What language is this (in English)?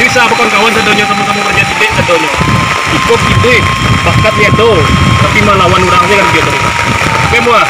Minangkabau